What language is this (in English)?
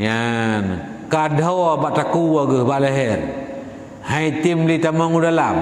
Achinese